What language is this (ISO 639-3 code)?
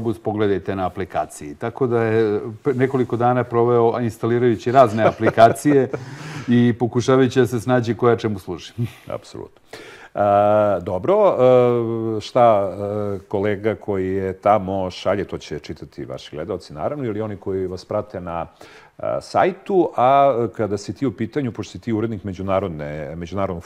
srp